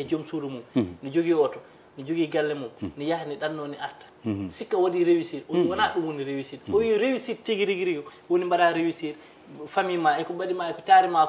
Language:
Fula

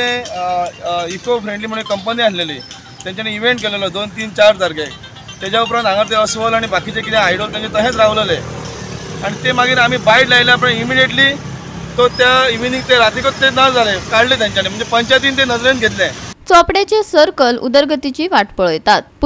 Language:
Konkani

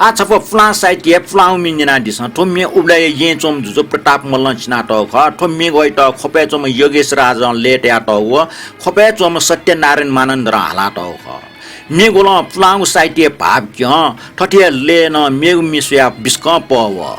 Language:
Newari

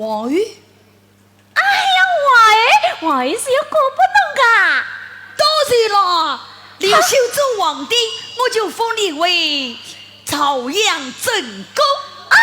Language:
Wu Chinese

